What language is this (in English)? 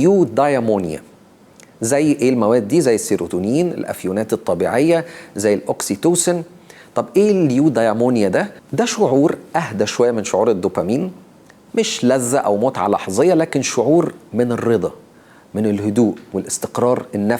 Egyptian Arabic